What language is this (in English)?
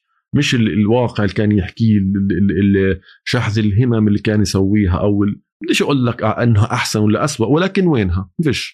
North Levantine Arabic